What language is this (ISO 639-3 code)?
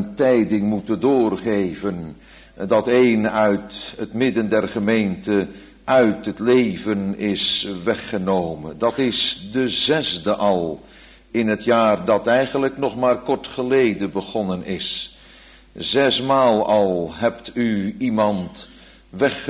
nld